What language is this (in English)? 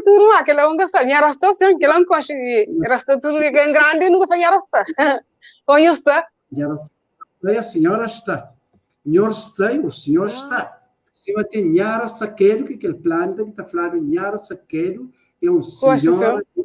Kabuverdianu